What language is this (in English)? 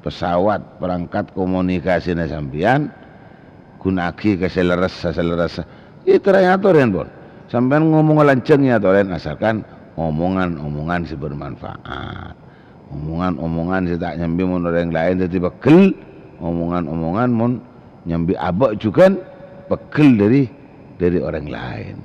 Madurese